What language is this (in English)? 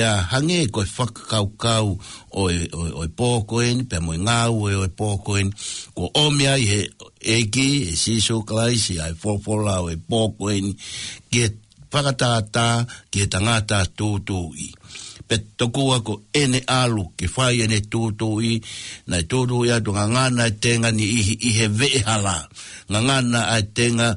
Tongan